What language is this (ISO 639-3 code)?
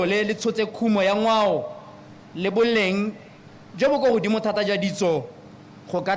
tsn